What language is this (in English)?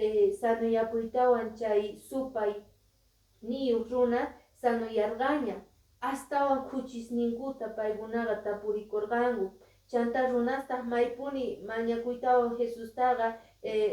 Quechua